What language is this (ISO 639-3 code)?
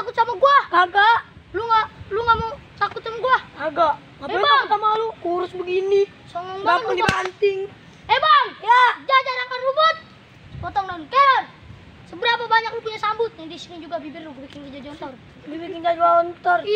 bew